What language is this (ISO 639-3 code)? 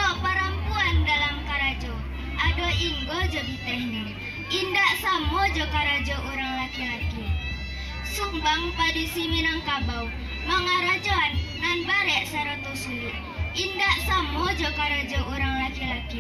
min